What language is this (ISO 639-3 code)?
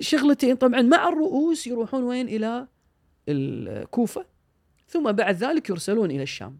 afb